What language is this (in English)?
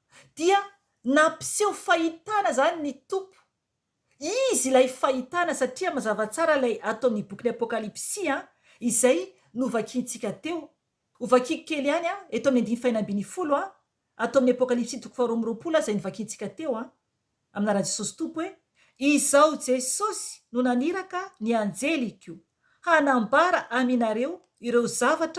Malagasy